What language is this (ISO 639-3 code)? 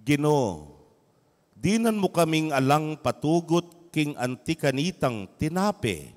pam